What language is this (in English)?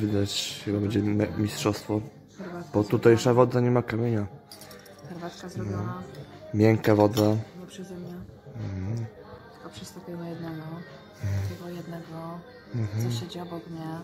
Polish